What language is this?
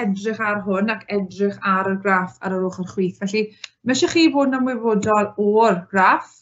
Welsh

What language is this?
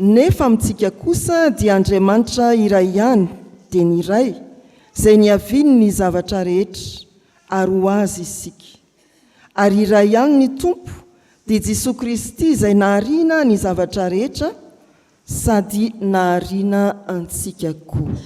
Malagasy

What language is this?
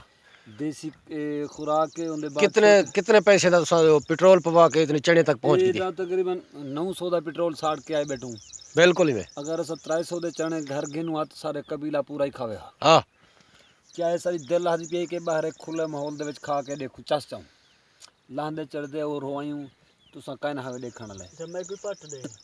Saraiki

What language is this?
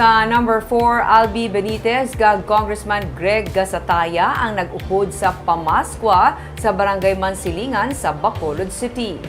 Hiligaynon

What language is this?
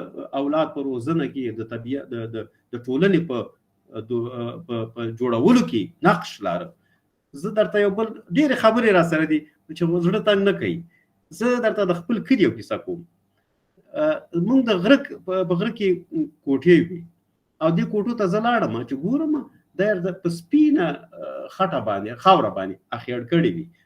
Pashto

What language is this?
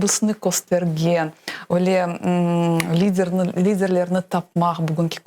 Crimean Tatar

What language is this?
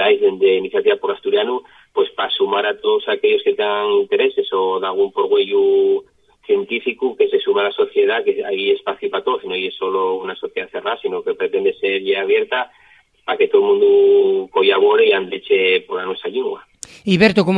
Asturian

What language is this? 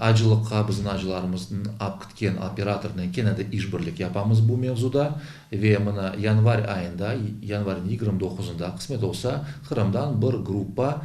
Crimean Tatar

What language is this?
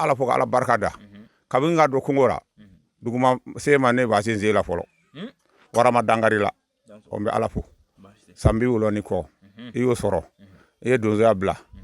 Bambara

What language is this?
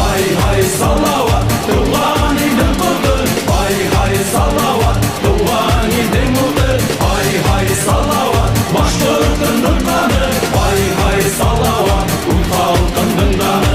Bashkir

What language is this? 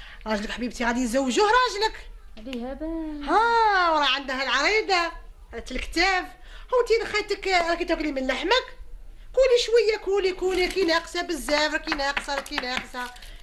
Algerian Arabic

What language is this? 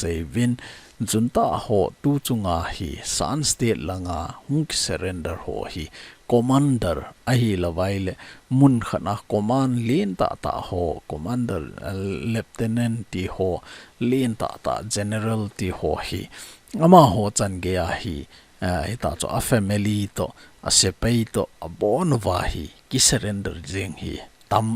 Thado Chin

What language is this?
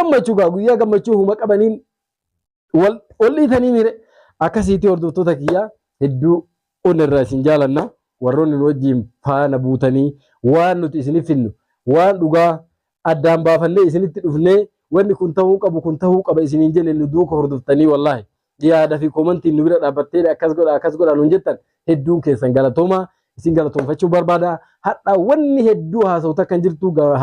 Oromo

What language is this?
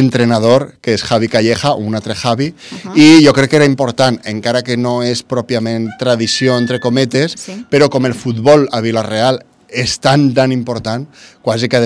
Catalan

